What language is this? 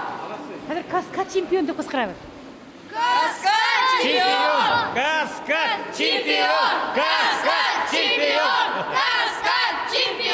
Bashkir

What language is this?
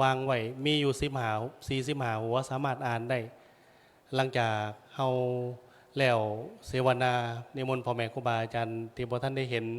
Lao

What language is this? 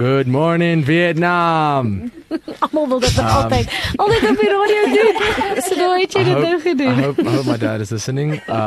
Afrikaans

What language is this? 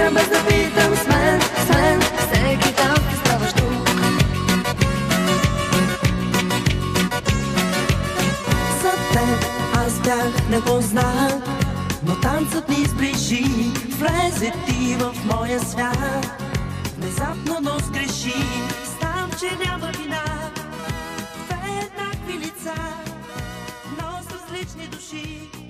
Bulgarian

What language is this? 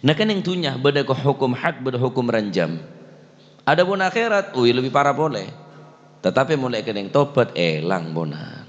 Madurese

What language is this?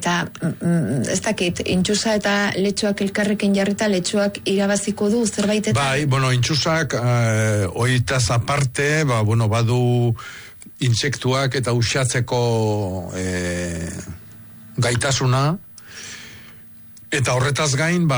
Basque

